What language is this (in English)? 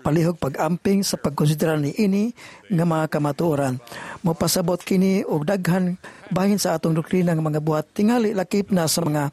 Cebuano